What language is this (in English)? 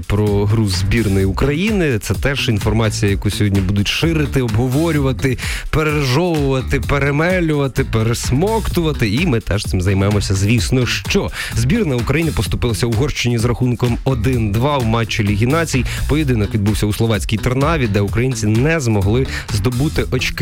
Ukrainian